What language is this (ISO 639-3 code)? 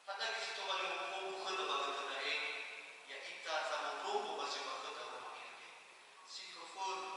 nia